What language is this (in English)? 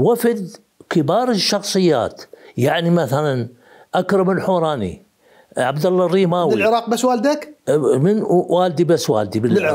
Mesopotamian Arabic